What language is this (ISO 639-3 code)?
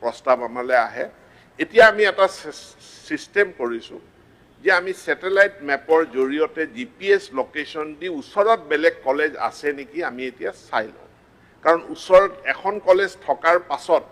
asm